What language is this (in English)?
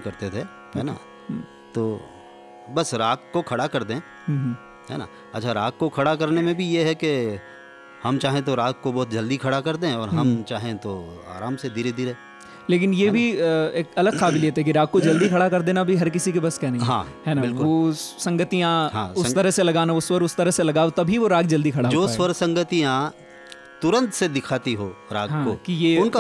Hindi